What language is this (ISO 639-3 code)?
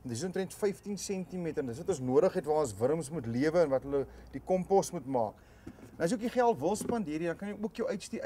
afr